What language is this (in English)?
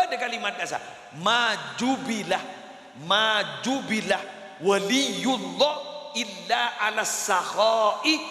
Madurese